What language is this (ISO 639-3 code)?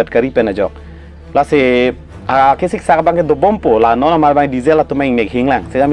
mjw